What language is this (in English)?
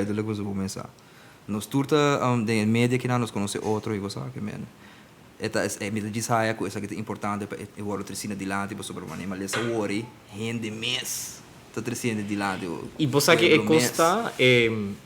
Papiamento